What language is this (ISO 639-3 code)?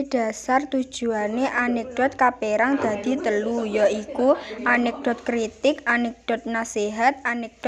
jav